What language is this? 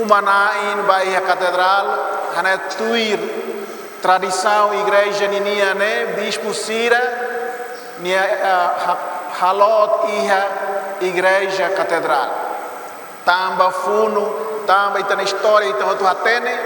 Tetum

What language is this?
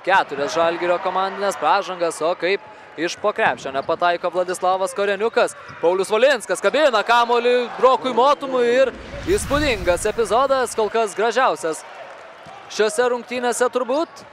Lithuanian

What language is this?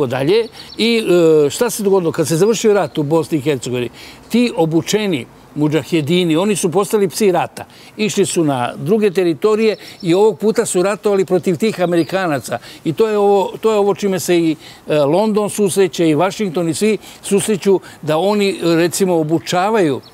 Serbian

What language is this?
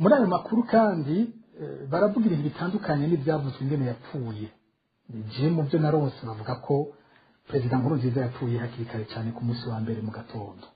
Rundi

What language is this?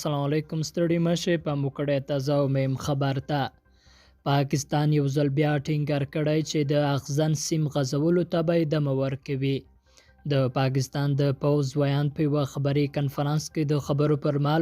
Pashto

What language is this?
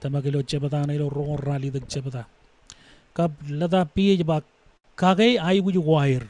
Marshallese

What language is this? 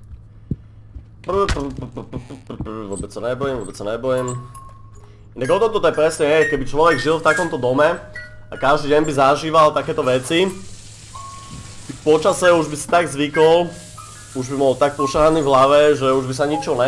Slovak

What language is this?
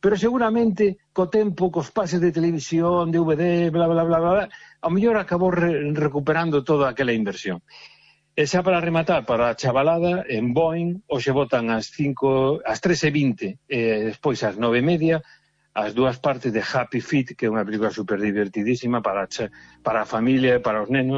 Galician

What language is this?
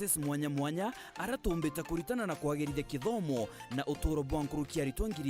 Meru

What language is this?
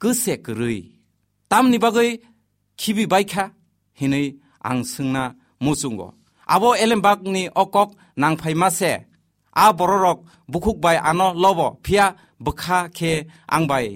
Kok Borok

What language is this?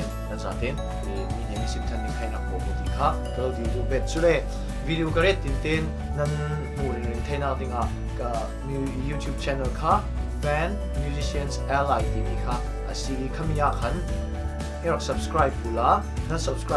Falam Chin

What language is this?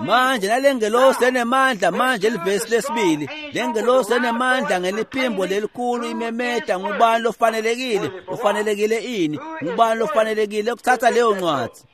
Swati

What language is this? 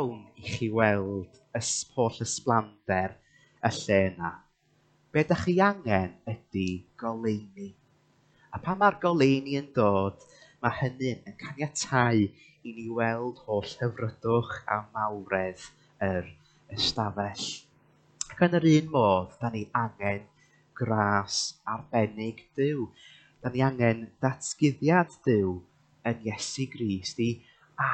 Welsh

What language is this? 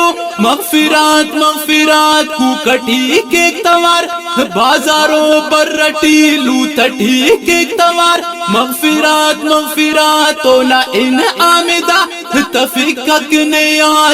Brahui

